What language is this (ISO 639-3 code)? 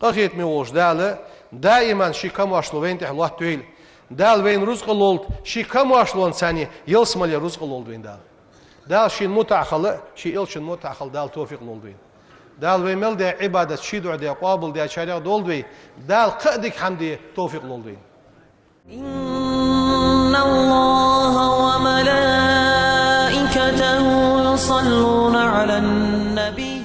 inh